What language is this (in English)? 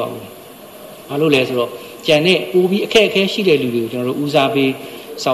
Burmese